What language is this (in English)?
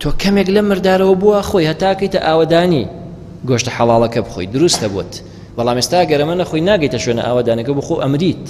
Central Kurdish